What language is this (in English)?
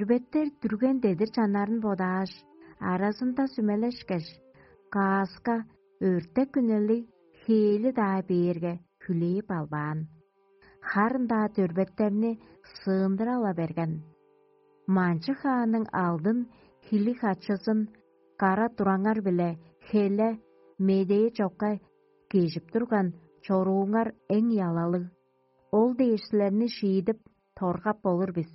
Tuvinian